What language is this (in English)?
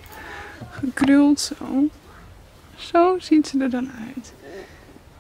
Dutch